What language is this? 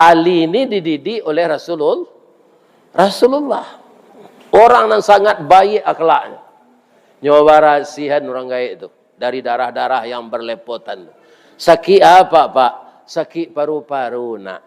Minangkabau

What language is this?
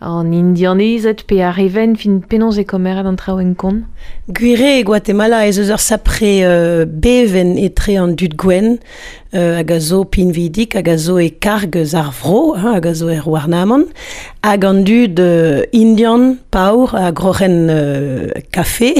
Breton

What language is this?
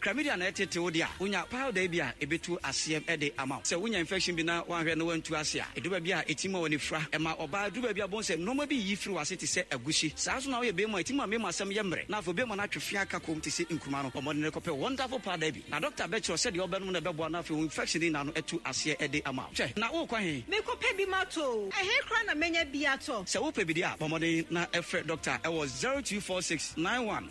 Akan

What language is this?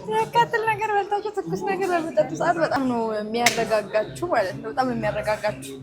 Amharic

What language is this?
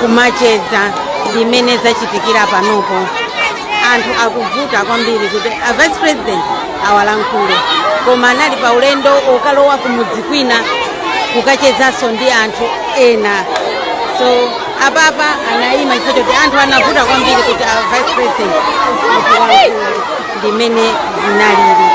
Nyanja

